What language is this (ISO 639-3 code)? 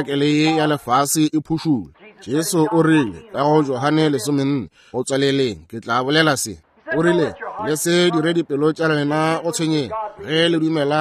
nso